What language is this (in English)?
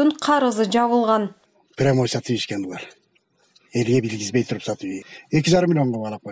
Kyrgyz